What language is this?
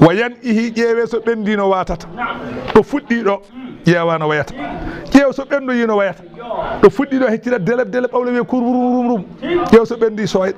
Fula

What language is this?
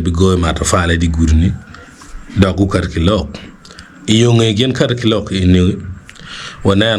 Acoli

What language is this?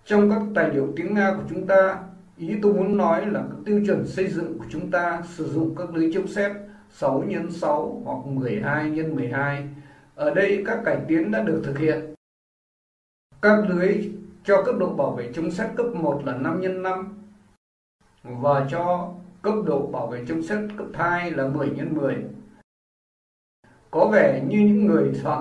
Vietnamese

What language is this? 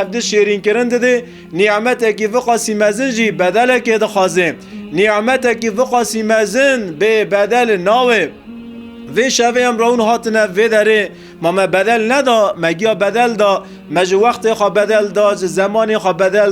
Kurdish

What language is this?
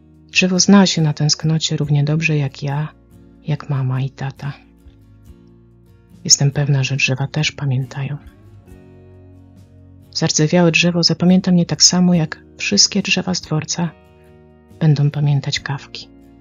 Polish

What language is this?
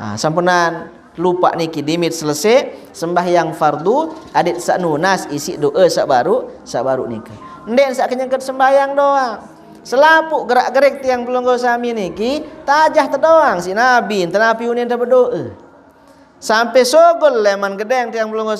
Sasak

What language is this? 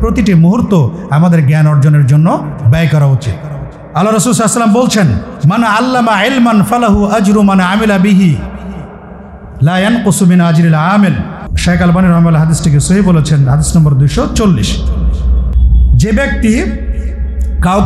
Bangla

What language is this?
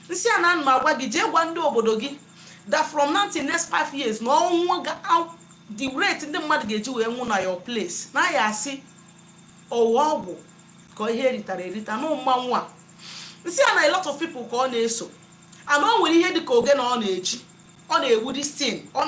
Igbo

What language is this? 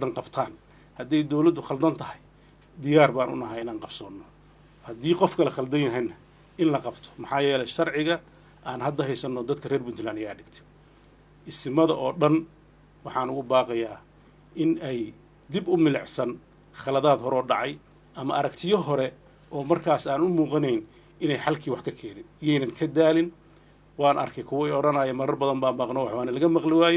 Somali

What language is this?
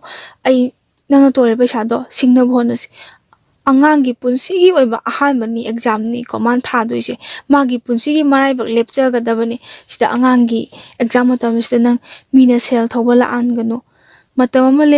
Manipuri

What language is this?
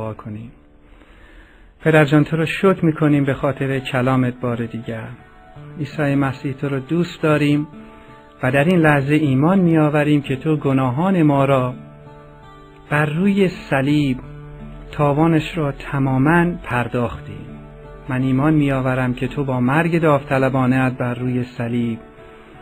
Persian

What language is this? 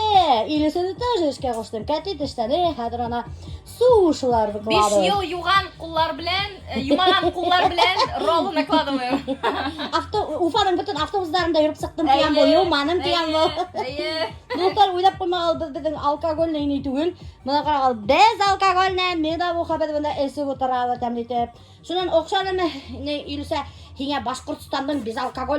Bashkir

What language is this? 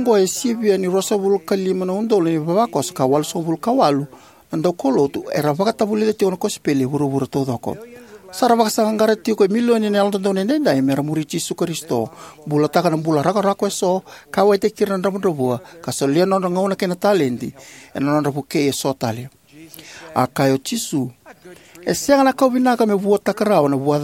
Fijian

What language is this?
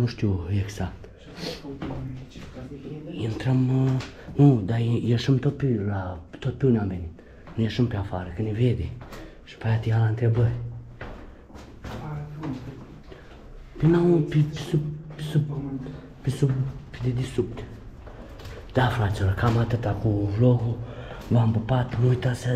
Romanian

